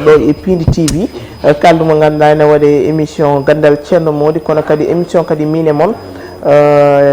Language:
Fula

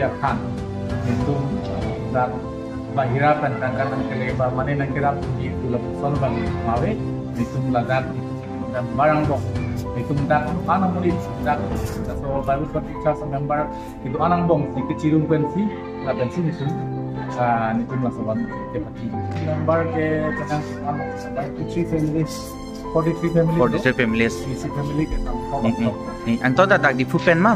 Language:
Karbi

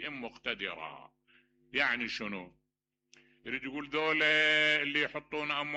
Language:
Mesopotamian Arabic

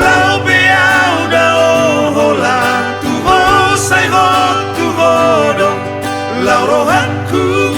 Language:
Batak Toba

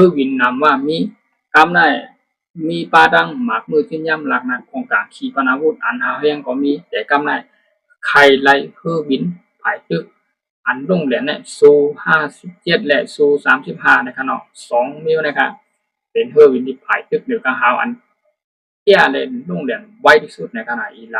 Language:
Shan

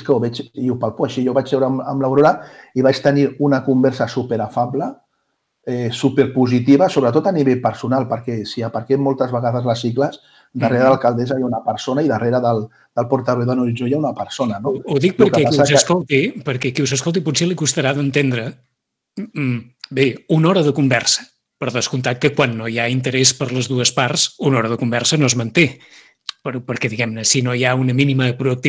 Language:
Catalan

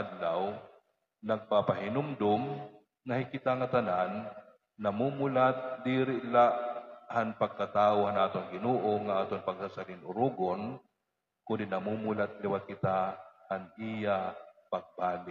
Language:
Waray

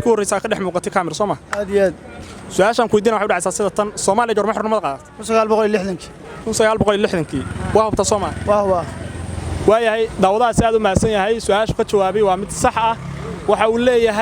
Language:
Somali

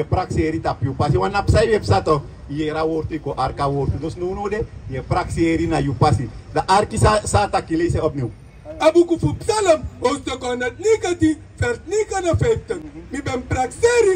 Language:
Sranan Tongo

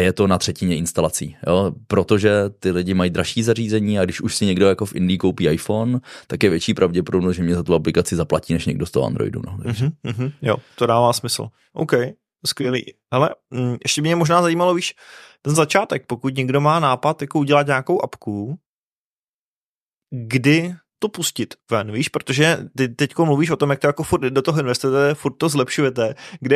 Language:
Czech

